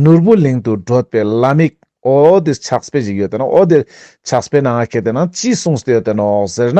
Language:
Ladakhi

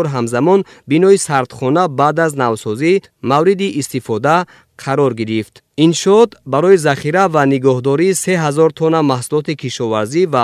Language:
Tajik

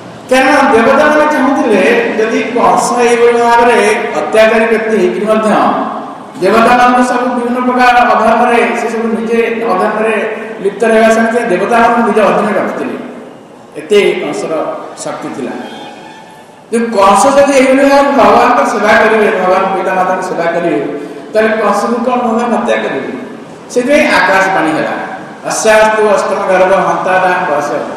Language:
Odia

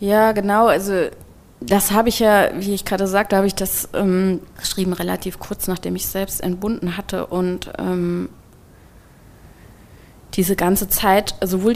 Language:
German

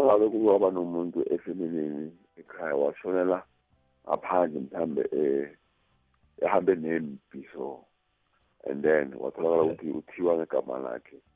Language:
South Ndebele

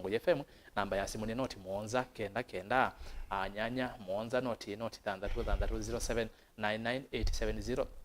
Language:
Kamba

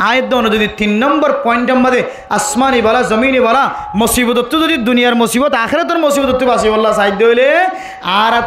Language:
Rohingya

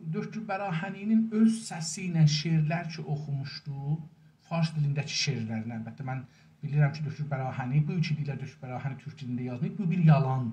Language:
South Azerbaijani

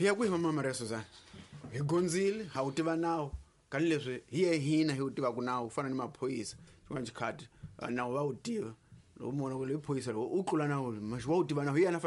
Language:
Tsonga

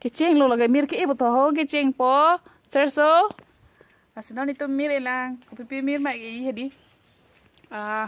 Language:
Karbi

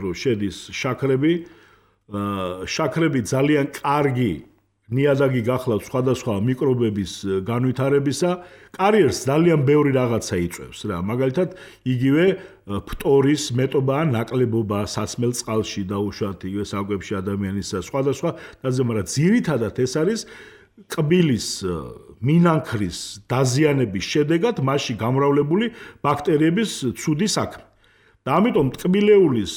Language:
Georgian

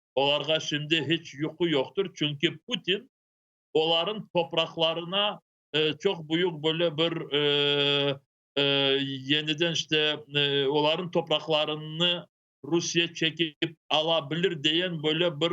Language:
Crimean Tatar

